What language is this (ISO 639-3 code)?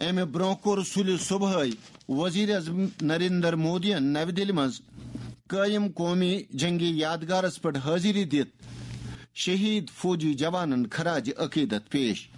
kas